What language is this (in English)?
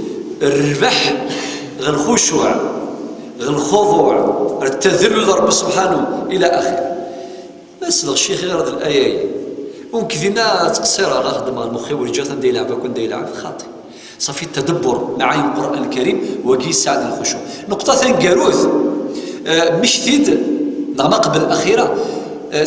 Kabyle